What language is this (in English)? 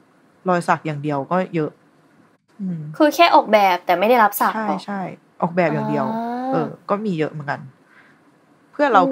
Thai